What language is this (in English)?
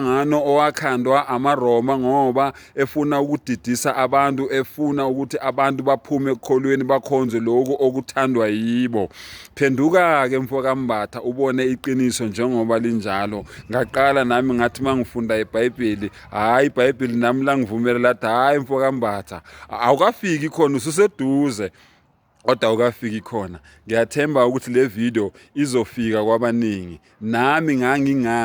Zulu